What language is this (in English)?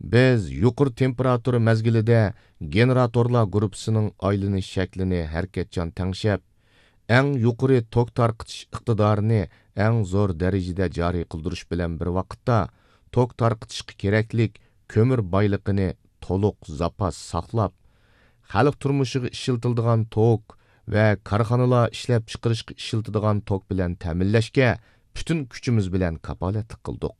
Uyghur